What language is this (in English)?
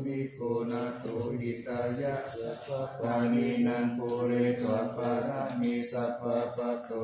Pali